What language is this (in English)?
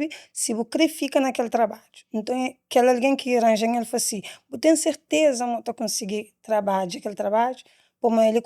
Kabuverdianu